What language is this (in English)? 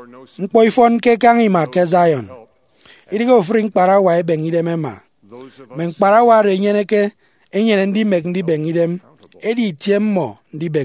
Efik